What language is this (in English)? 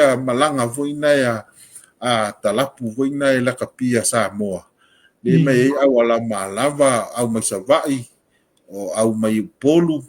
Samoan